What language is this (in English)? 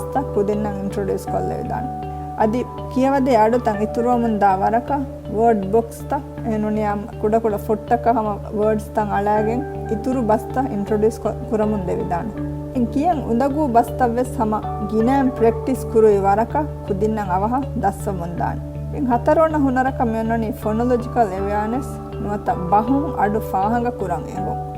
Divehi